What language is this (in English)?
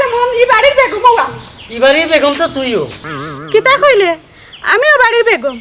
Sylheti